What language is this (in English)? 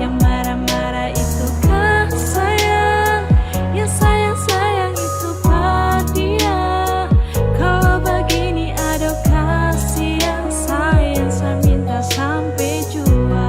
Ambonese Malay